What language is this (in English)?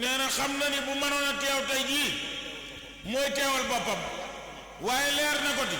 Wolof